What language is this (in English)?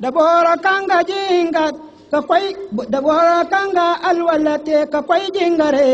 Zarma